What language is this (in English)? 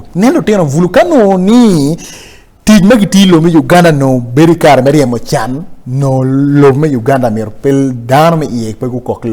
Acoli